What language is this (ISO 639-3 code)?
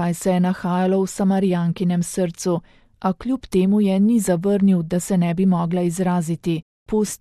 slv